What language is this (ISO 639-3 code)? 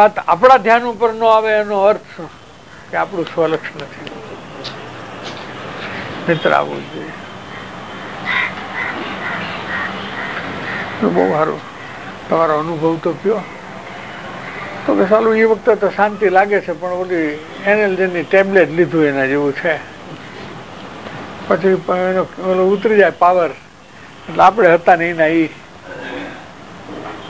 guj